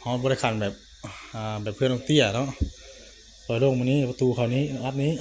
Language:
Northeastern Thai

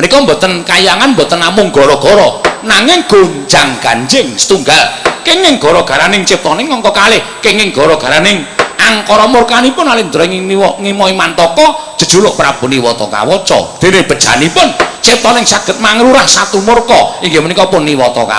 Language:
Javanese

